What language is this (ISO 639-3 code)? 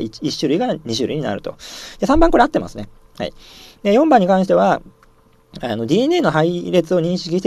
jpn